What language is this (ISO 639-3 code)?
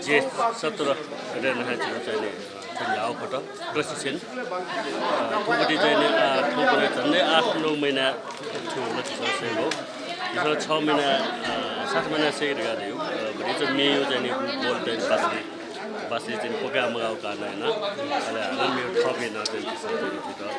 new